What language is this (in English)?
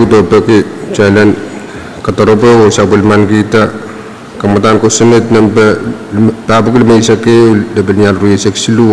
Pohnpeian